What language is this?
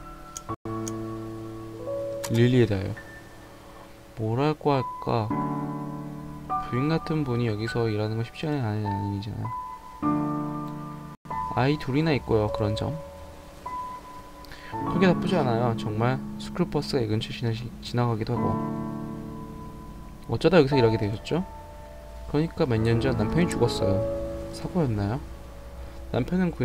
Korean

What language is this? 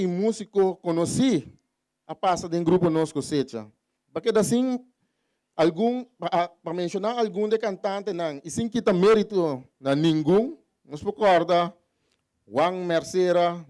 Papiamento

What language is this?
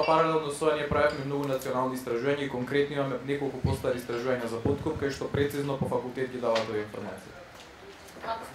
Macedonian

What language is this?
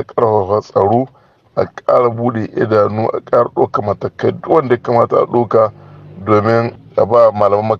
Hausa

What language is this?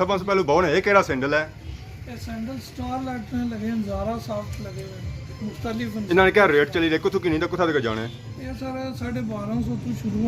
Pahari-Potwari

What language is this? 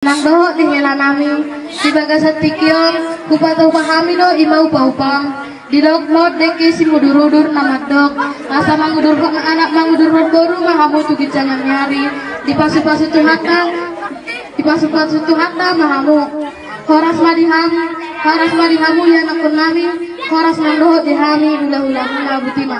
Batak Toba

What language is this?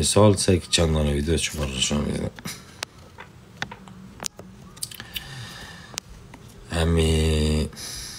Persian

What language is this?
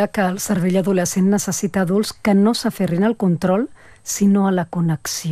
Catalan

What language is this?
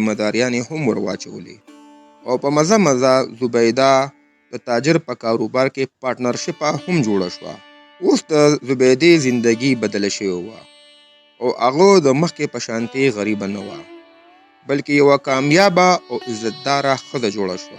Pashto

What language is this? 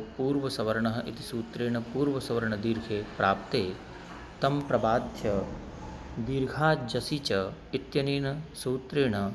Sanskrit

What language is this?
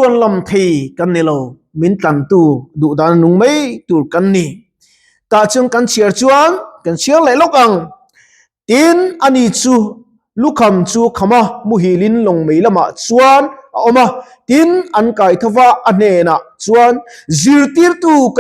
Mizo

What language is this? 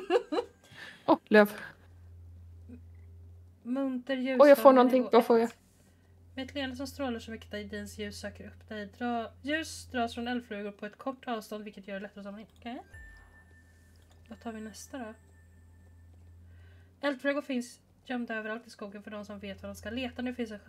Swedish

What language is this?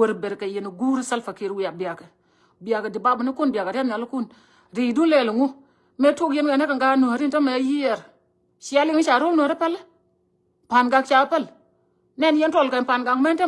Nuer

